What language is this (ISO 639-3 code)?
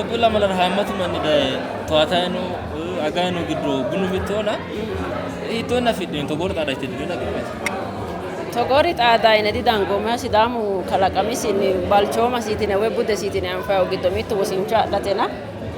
sid